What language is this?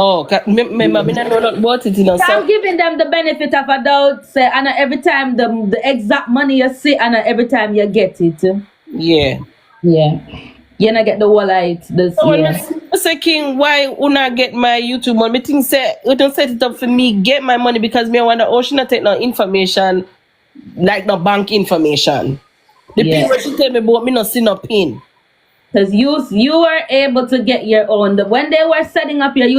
Jamaican Creole English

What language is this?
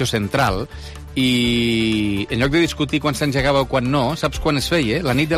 Catalan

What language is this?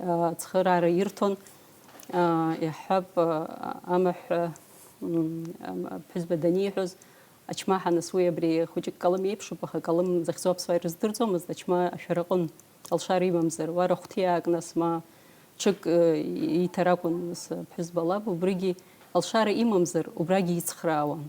Abkhazian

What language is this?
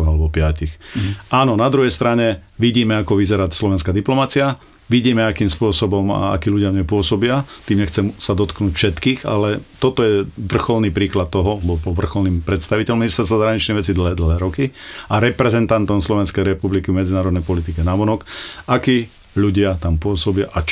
Slovak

